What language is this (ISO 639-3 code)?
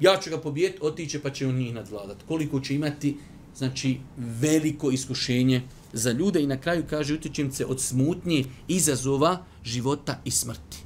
bos